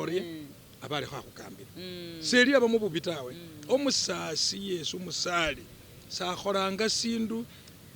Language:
Masaaba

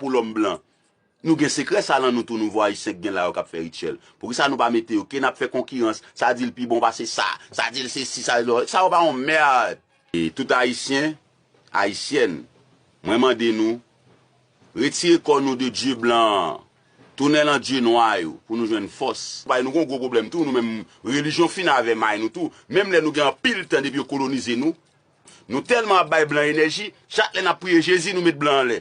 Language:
Haitian Creole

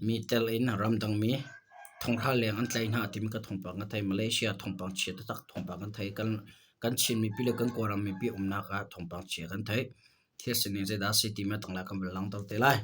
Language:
Hakha Chin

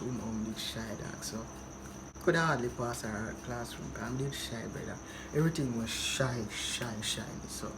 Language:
Jamaican Creole English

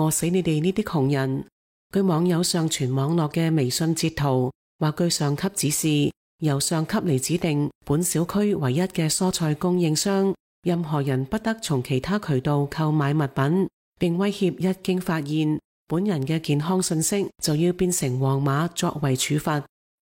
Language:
Cantonese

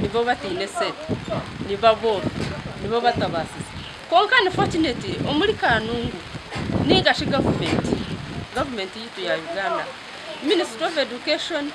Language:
Nyankole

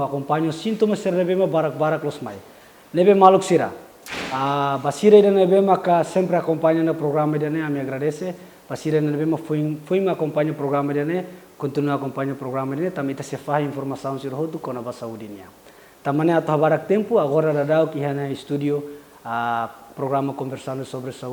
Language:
Tetum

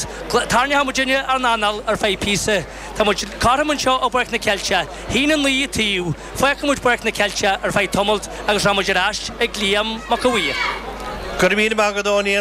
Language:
Irish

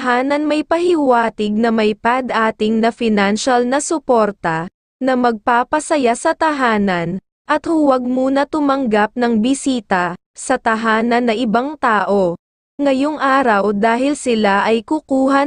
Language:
Filipino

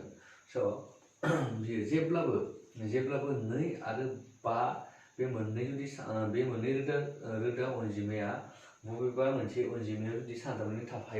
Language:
Bodo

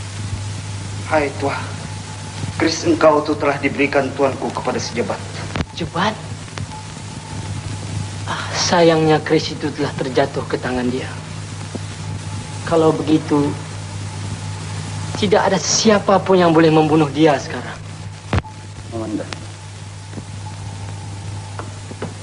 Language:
Malay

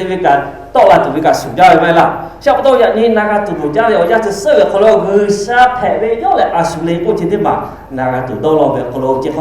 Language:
Lahu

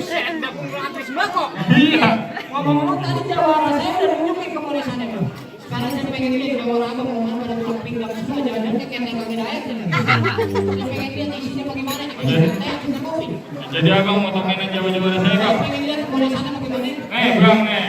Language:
Betawi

